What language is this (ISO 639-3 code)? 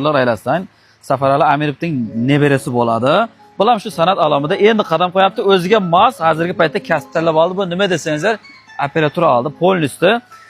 uzb